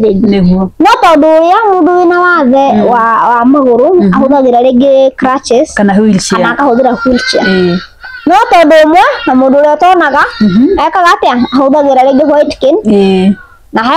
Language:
Kikuyu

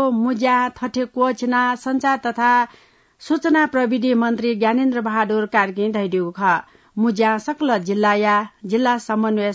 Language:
Newari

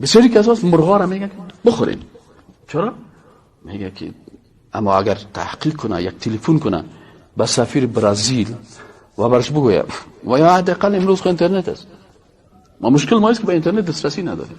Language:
Persian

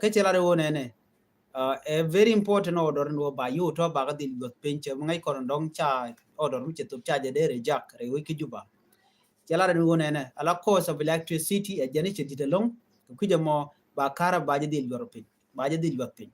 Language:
Nuer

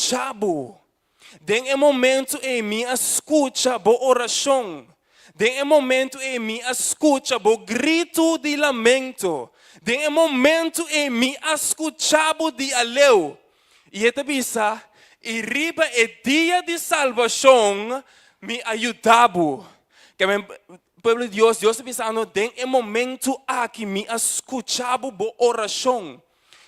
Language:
Papiamento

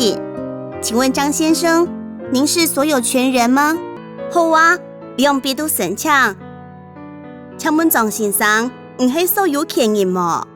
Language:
Hakka Chinese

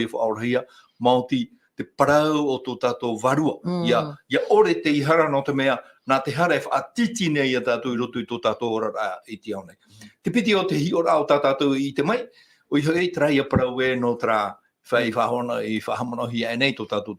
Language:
Tahitian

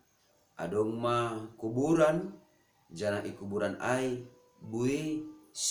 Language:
Batak Simalungun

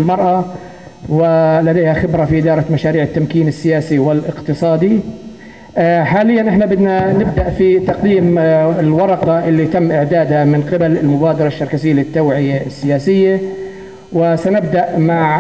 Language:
North Levantine Arabic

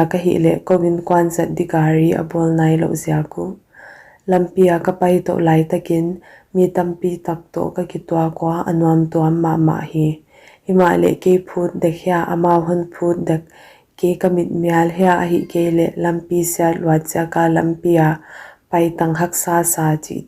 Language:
Paite Chin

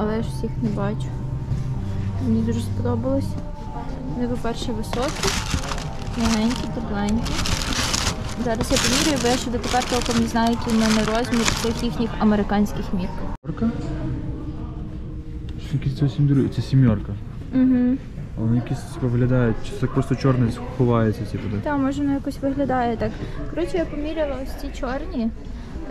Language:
Ukrainian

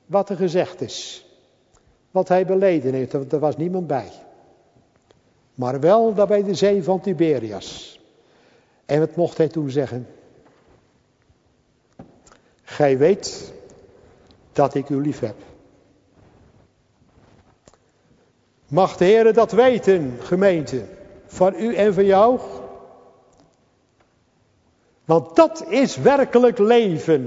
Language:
Dutch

